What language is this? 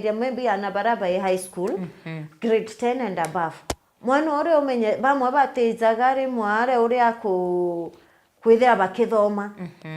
Meru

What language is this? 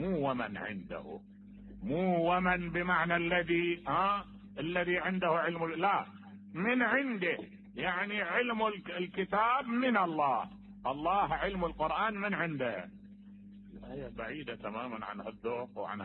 Mesopotamian Arabic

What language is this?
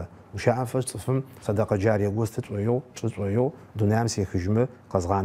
Adyghe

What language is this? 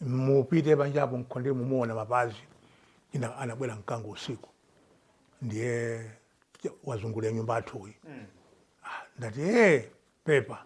Nyanja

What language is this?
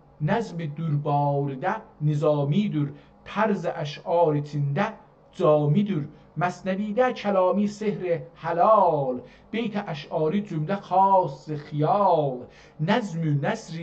South Azerbaijani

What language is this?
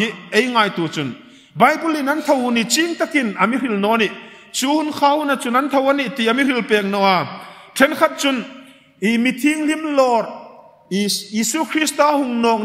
Hmar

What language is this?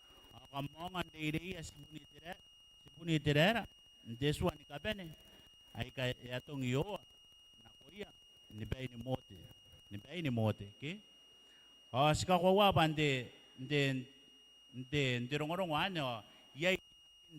Gilbertese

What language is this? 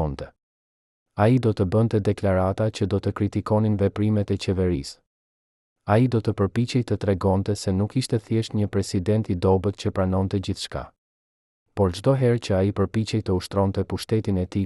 Albanian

